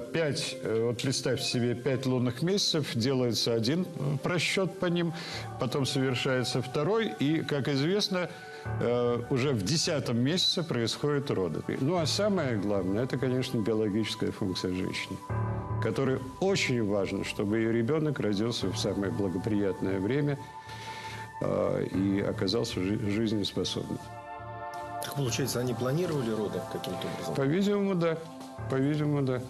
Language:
Russian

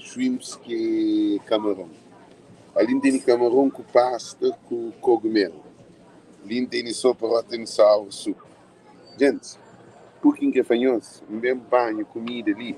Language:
Kabuverdianu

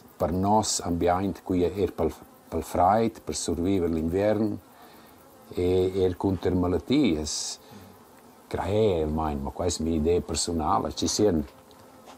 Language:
Romansh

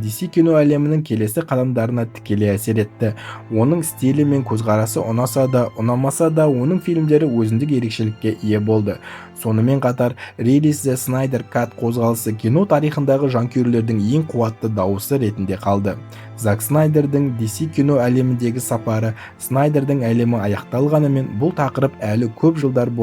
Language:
Kazakh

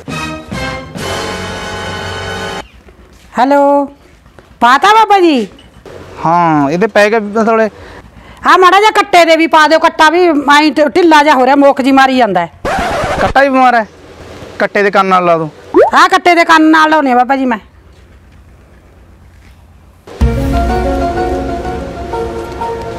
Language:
Punjabi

